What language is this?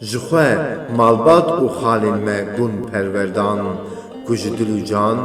Kurdish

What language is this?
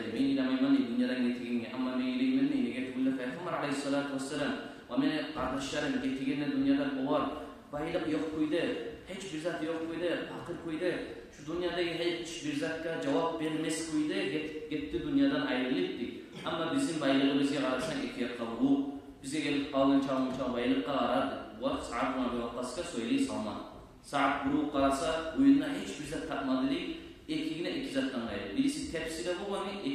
Kumyk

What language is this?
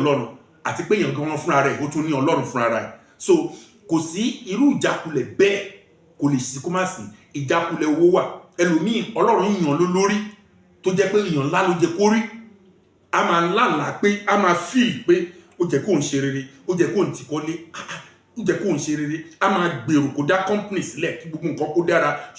Yoruba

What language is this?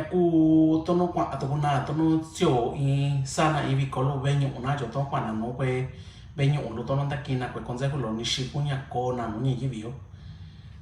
Mixtepec Mixtec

